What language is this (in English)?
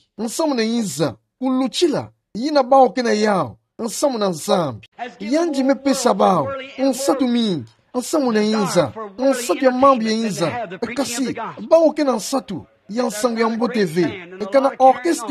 Kituba (Democratic Republic of Congo)